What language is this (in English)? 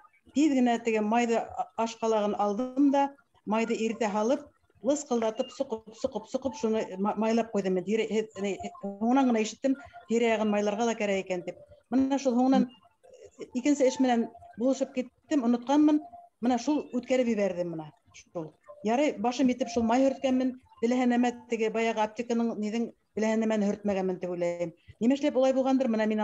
Bashkir